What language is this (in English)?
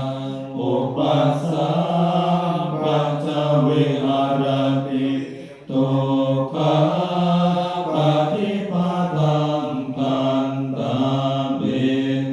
Pali